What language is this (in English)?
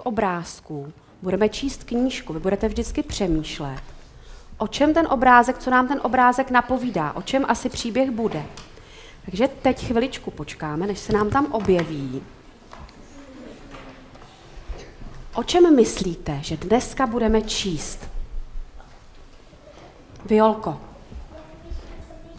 Czech